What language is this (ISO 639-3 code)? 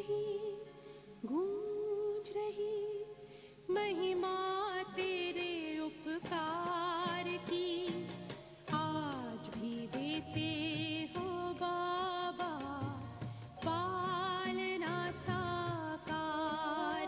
hin